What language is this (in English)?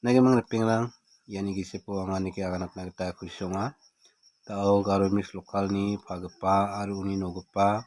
Garo